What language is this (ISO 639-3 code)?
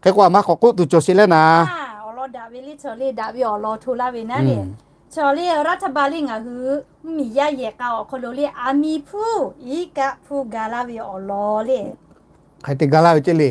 lhu